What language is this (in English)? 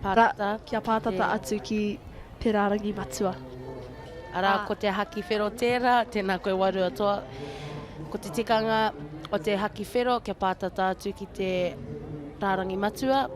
Māori